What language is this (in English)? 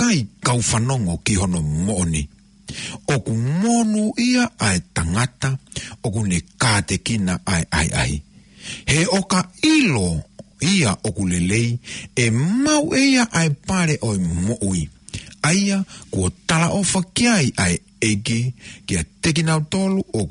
Tongan